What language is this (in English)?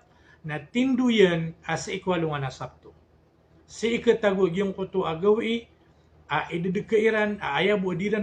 Maranao